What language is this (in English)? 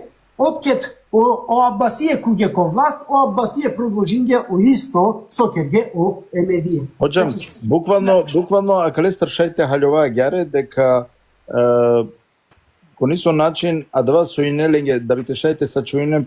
Balkan Romani